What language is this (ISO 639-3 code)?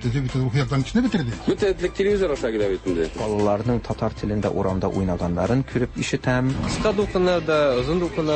tat